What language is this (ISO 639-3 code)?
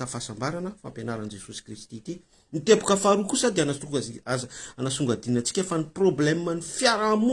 mlg